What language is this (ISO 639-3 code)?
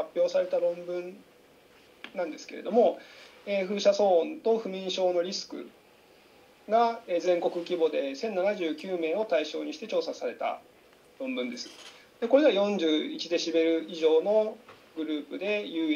jpn